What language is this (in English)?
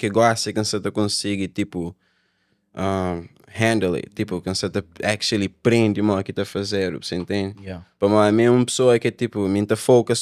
Kabuverdianu